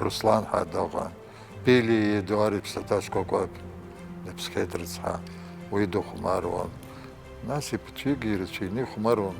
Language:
Abkhazian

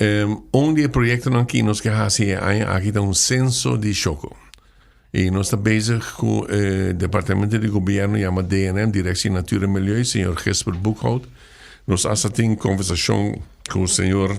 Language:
Papiamento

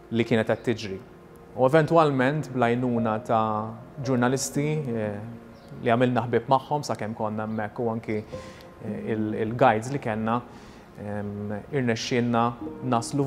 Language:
Maltese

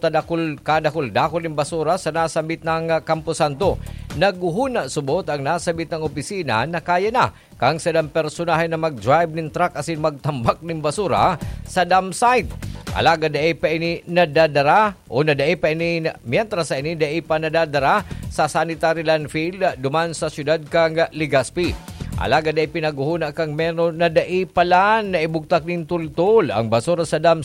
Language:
Bikol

